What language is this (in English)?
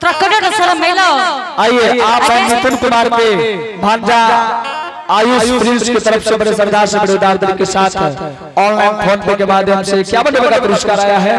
Angika